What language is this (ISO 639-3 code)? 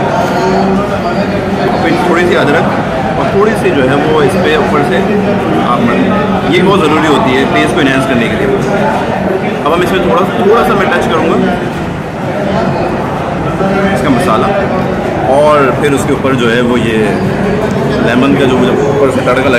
hin